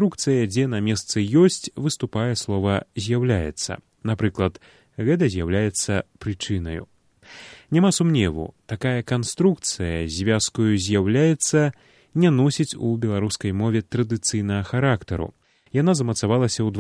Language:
Belarusian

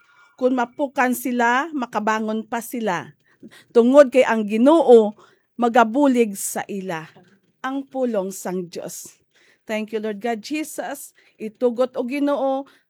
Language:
Hiligaynon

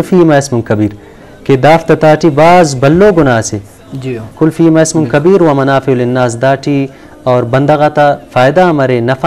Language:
Brahui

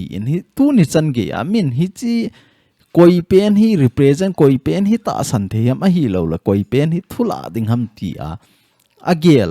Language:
Thado Chin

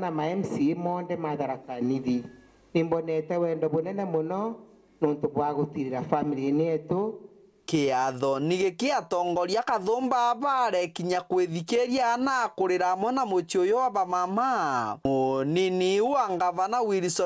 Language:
Meru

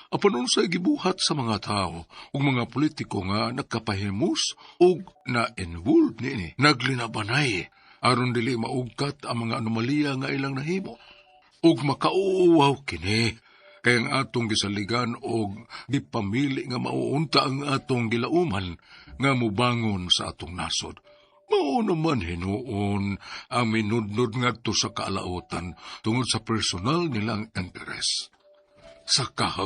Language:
Cebuano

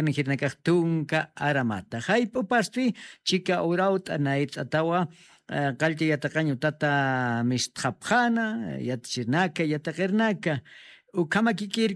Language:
Aymara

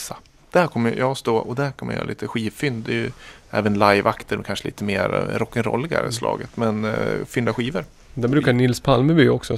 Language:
Swedish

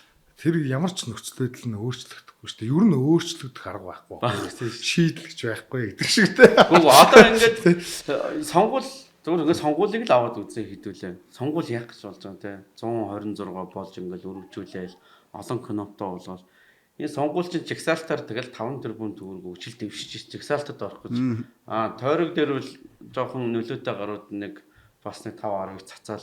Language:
Mongolian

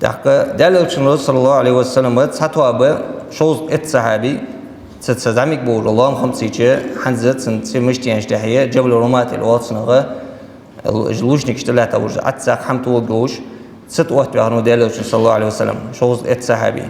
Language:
Ingush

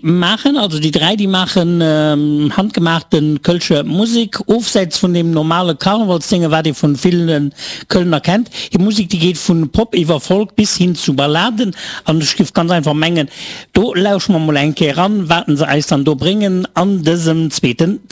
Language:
Luxembourgish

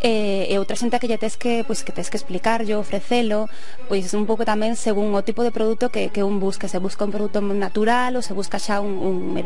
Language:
Galician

